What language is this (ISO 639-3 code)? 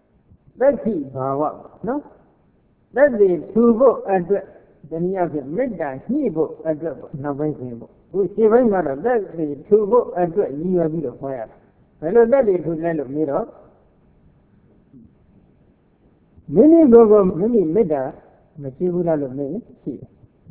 mya